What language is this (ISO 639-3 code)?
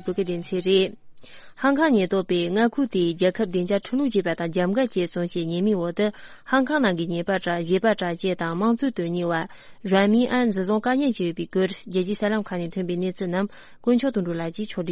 bod